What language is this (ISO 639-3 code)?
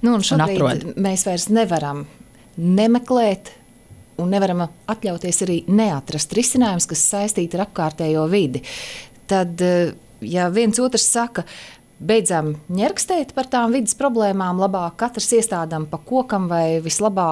lav